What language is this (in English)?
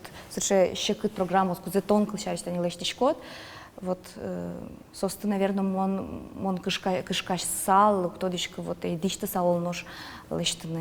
Udmurt